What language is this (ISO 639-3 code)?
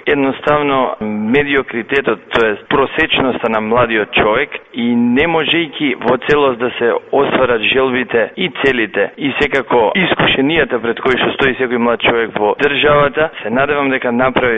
mkd